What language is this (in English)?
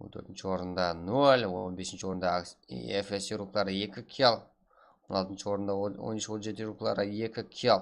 Kara-Kalpak